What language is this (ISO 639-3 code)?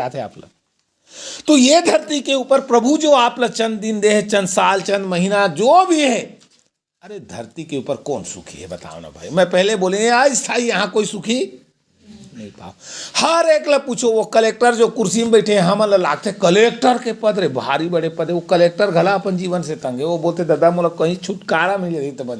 hne